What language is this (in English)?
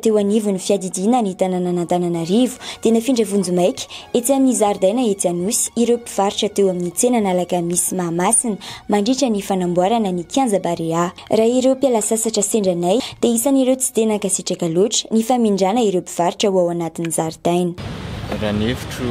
Malagasy